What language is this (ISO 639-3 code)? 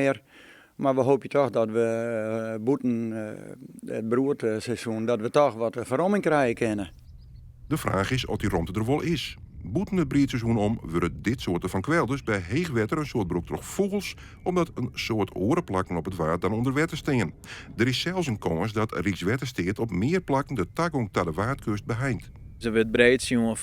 fry